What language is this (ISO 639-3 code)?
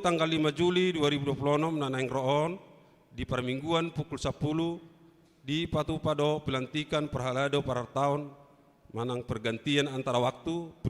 bbc